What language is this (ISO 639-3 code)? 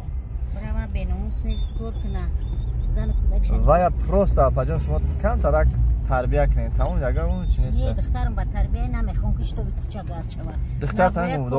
tgk